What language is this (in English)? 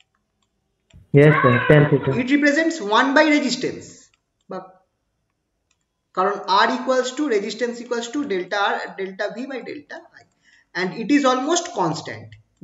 Bangla